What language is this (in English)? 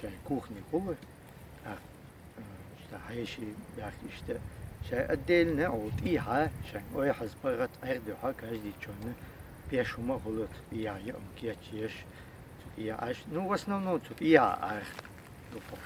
Chechen